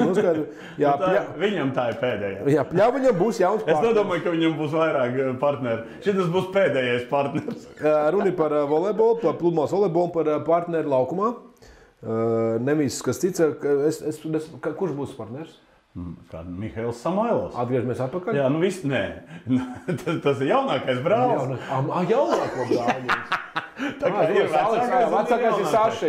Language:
Latvian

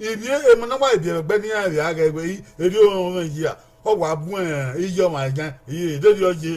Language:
Bini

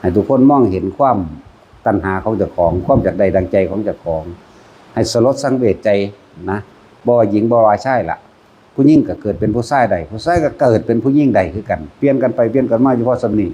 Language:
Northeastern Thai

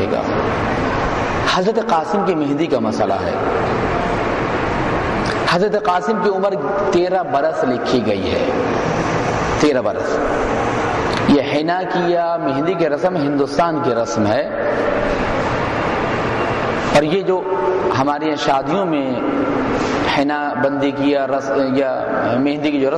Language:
Urdu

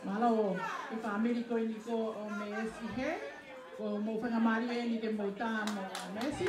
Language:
Tongan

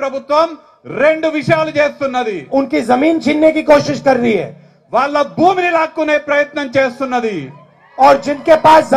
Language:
Telugu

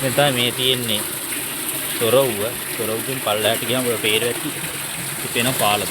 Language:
Sinhala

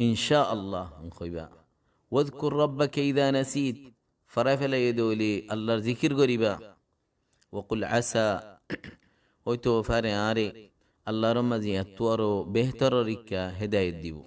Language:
Rohingya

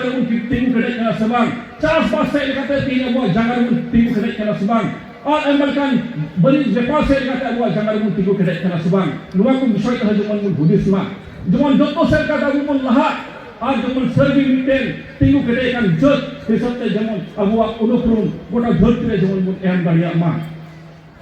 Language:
Santali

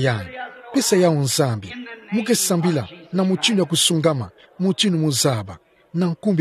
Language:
Kituba (Democratic Republic of Congo)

